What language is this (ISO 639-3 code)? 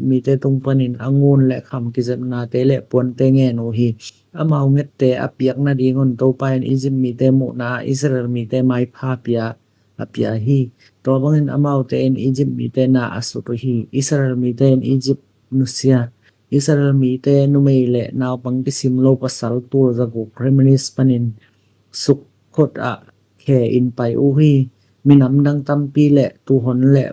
ctd